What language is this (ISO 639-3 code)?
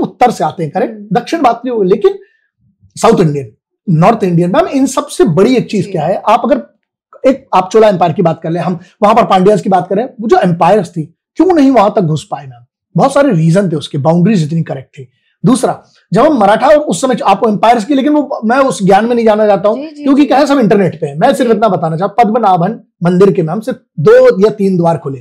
hin